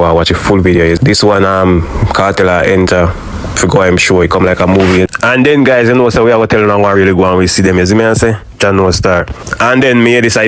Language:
Jamaican Creole English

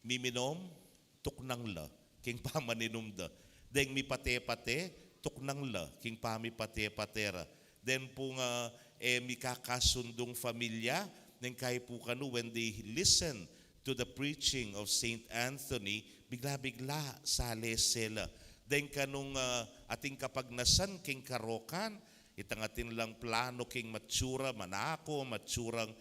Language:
Pampanga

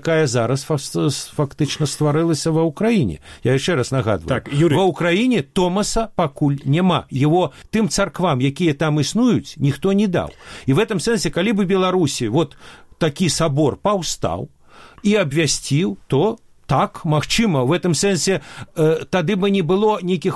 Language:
Belarusian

